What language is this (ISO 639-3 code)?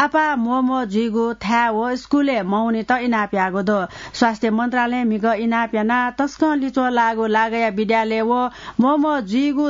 new